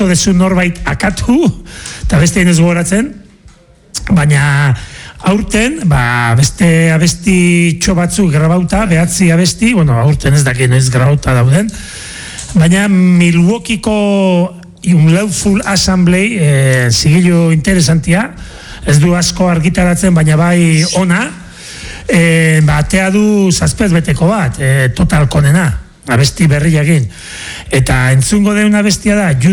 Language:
Basque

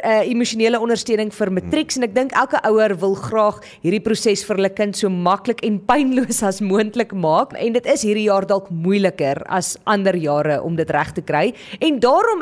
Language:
Afrikaans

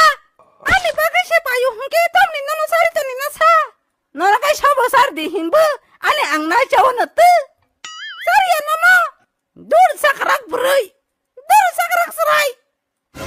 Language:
Kok Borok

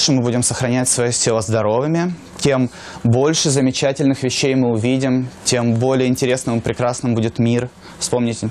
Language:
Russian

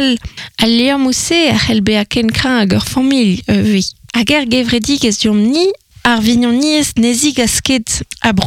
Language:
Breton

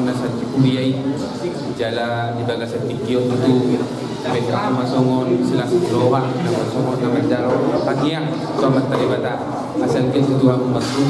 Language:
Batak Toba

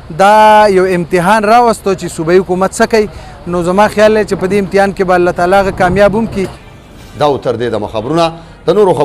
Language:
Pashto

